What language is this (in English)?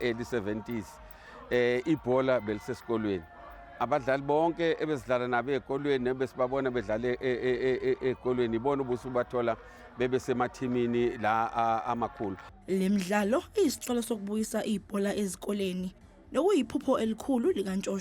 Zulu